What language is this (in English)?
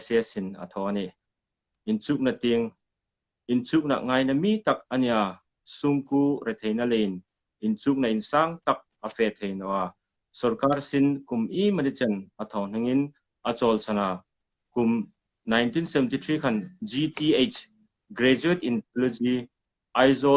Hmar